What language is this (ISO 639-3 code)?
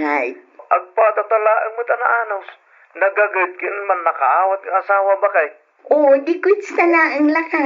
ilo